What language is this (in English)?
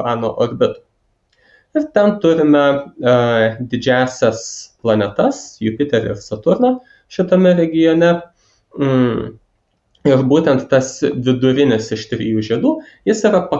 Lithuanian